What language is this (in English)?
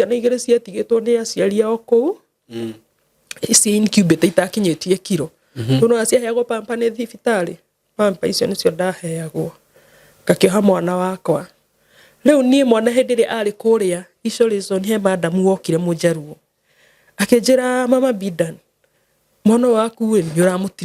Kikuyu